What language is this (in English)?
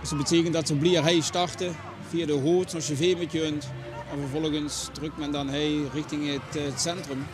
Limburgish